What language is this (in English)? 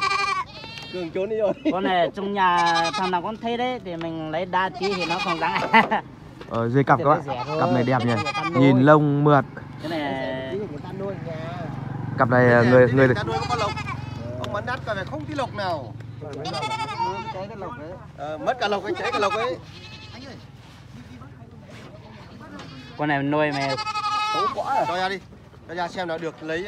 Vietnamese